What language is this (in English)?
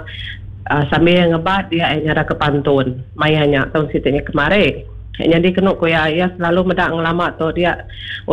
Iban